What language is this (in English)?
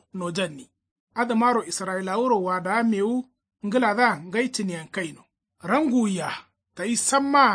Kanuri